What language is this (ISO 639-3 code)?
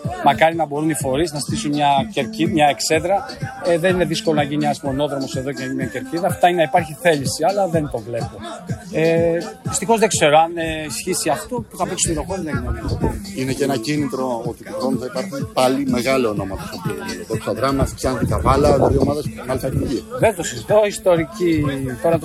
ell